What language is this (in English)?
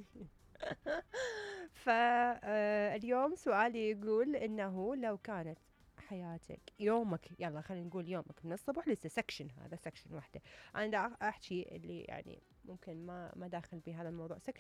Mesopotamian Arabic